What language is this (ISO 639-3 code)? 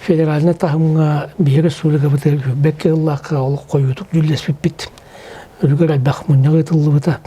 sah